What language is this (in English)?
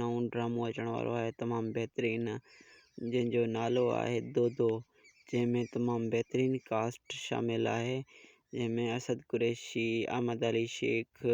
Sindhi